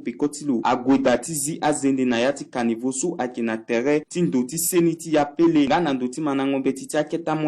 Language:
Sango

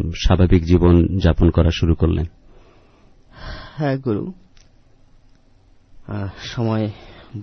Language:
Bangla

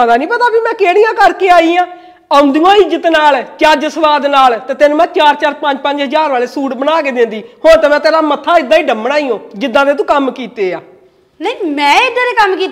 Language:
Punjabi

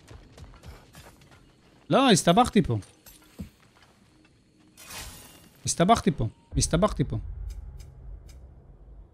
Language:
Hebrew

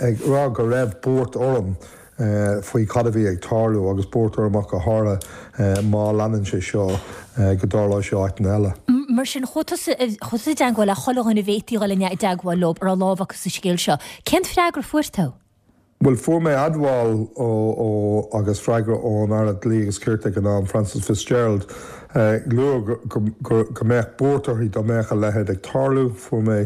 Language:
Irish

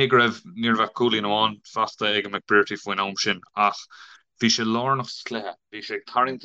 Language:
Irish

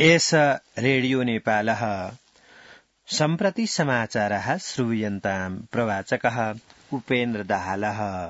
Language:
Sanskrit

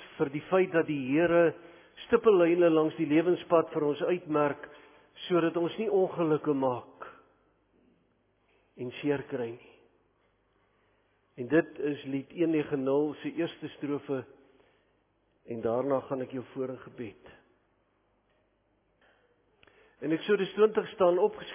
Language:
Afrikaans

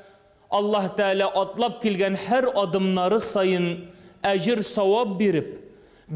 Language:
Tatar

